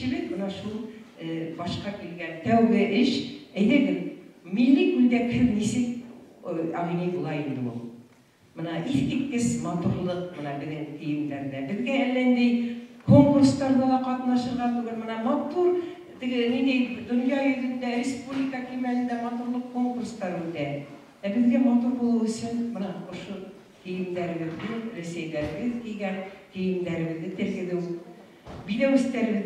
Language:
Bashkir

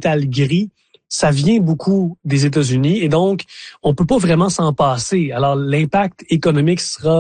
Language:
French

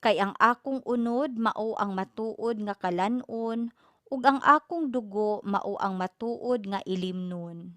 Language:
Cebuano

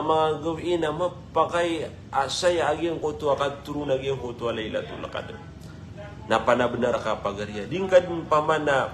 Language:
Maranao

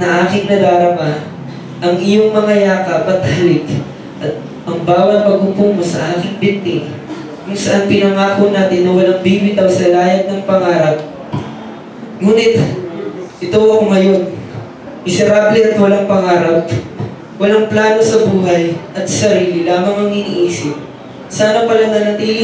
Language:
Filipino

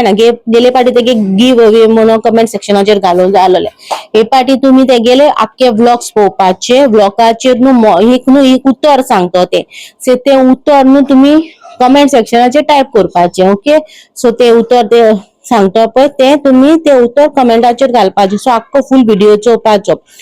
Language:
Konkani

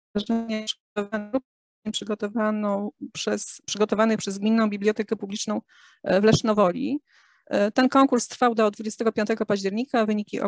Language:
Polish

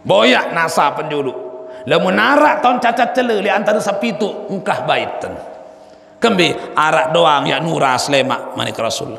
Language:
Sasak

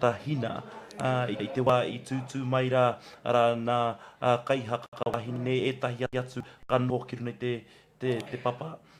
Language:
Māori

